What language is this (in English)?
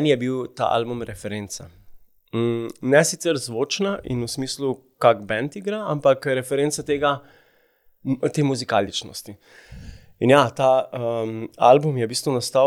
Slovenian